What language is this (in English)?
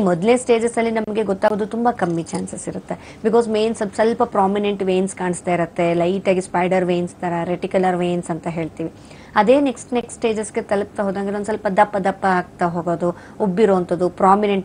Kannada